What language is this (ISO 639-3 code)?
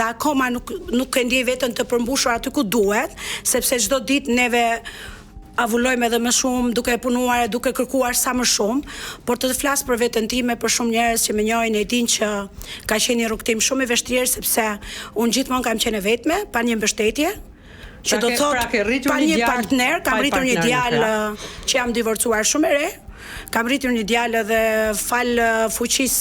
sqi